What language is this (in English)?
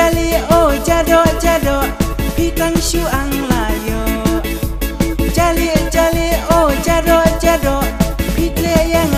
Khasi